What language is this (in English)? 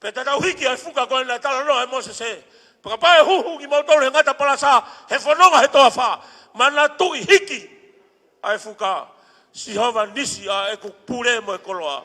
Tongan